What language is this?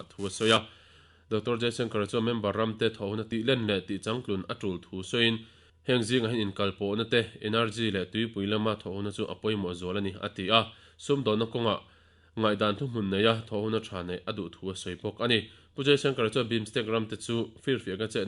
Mizo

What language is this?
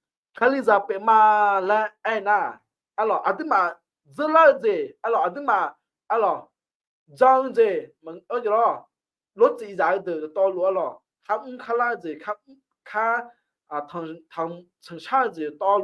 Akha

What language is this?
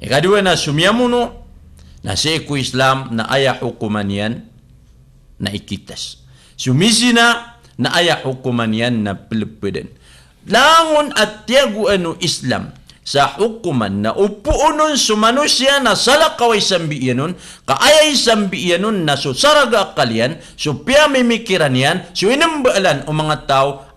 Maranao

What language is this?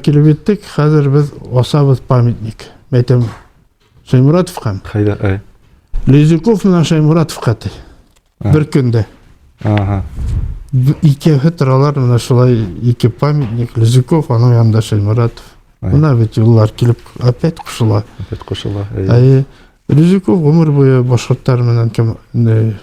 Bashkir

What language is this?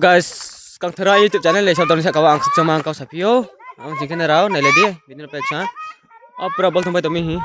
Riang (India)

